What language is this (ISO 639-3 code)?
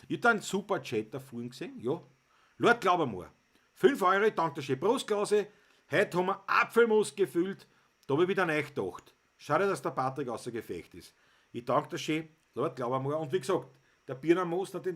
bar